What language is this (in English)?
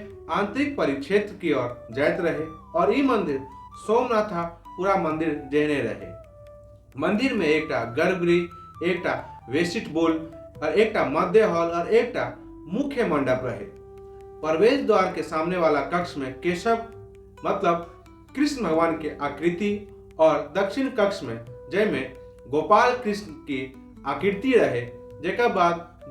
Maithili